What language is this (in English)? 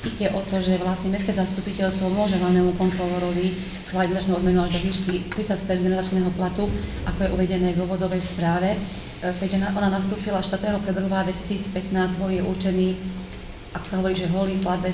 Slovak